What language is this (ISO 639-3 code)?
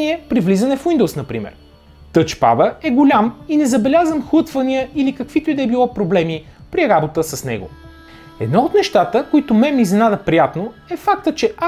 bul